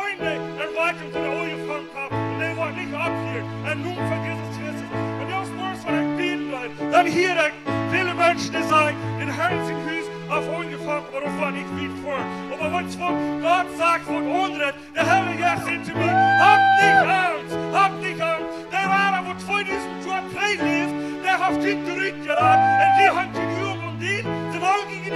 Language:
Plautdietsch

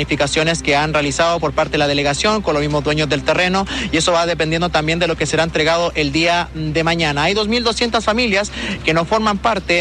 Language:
Spanish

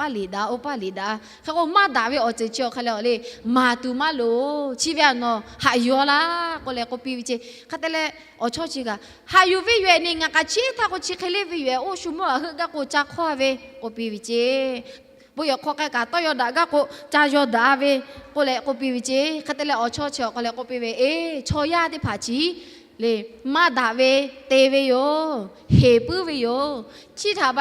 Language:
Lahu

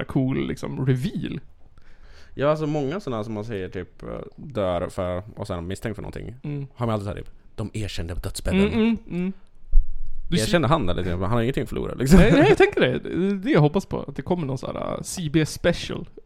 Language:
Swedish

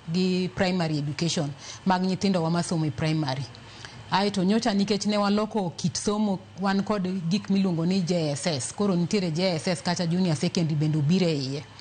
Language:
Luo (Kenya and Tanzania)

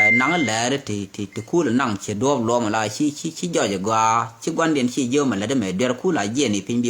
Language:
Nuer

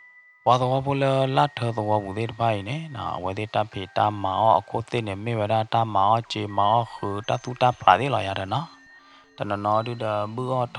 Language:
S'gaw Karen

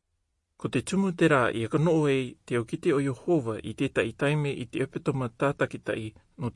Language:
Rarotongan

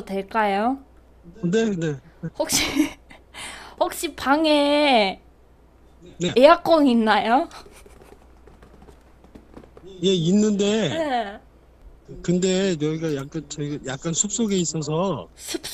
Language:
Korean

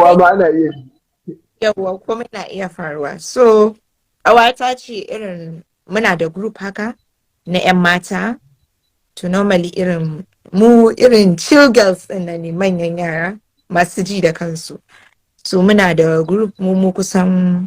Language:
Hausa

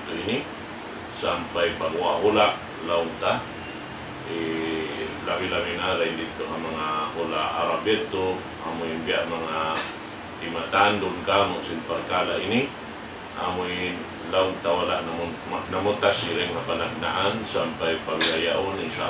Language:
Tausug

